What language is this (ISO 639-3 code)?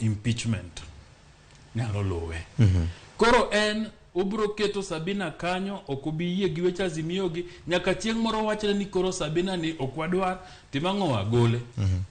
luo